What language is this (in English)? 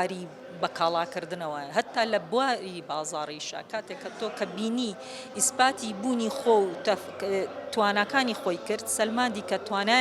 Central Kurdish